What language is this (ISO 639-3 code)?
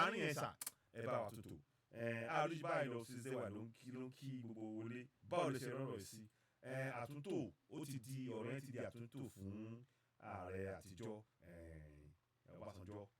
yor